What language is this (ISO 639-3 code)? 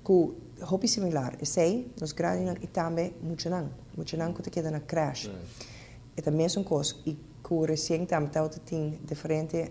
pap